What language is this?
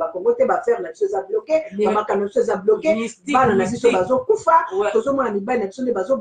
Lingala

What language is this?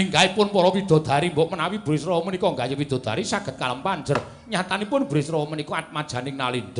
Javanese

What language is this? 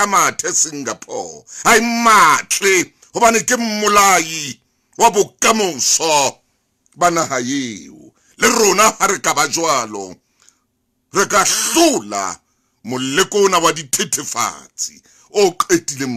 Southern Sotho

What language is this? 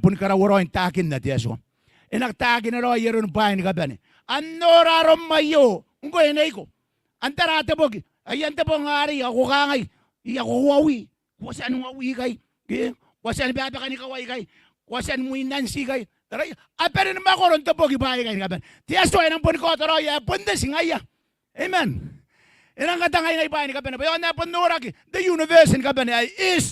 Gilbertese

